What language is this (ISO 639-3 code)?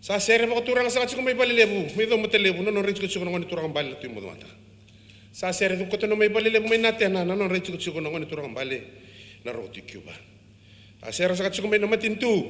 fij